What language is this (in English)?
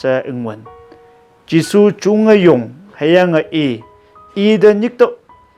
Konyak Naga